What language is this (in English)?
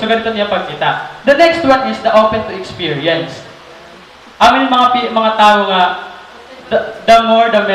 Waray